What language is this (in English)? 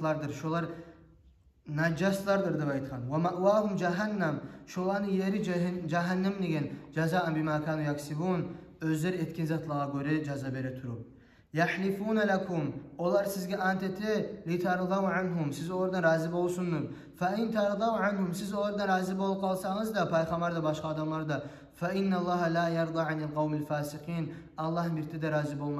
Kumyk